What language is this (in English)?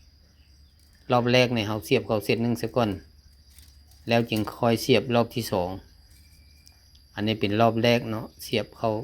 Lao